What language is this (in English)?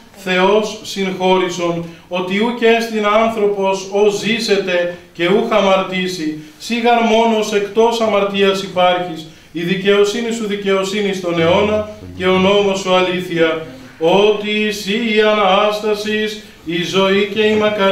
Greek